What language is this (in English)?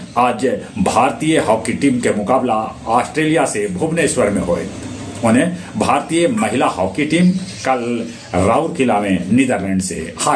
Magahi